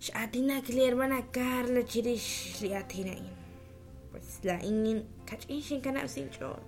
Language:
Kekchí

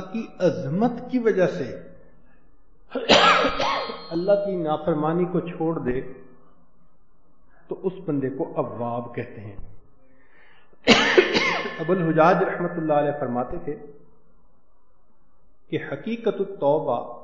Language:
Urdu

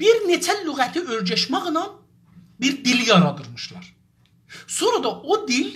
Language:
South Azerbaijani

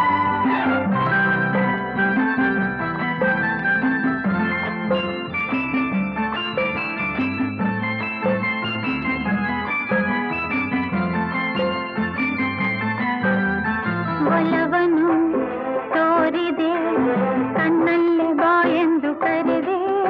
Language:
Kannada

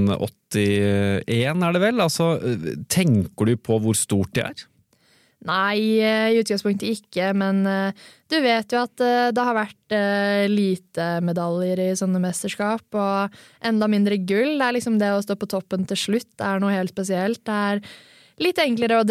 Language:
Norwegian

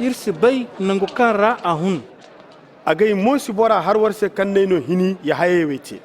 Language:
Zarma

